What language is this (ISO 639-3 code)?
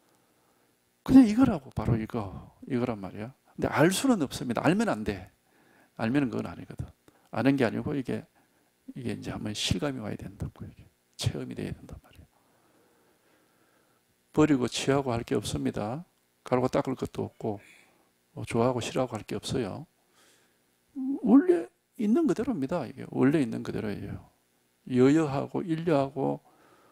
kor